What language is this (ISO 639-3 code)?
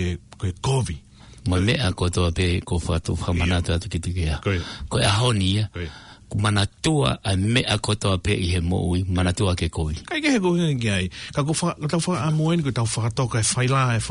ton